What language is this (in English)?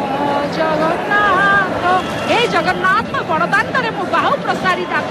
Odia